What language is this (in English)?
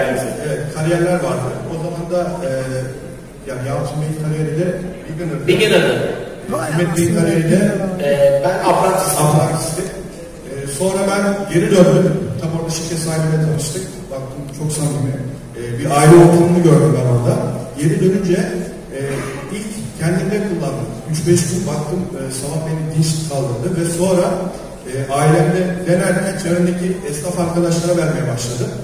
Turkish